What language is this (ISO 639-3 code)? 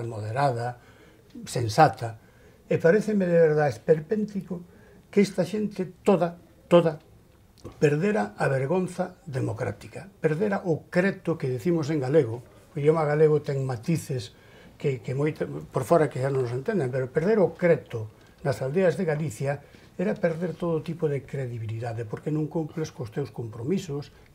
glg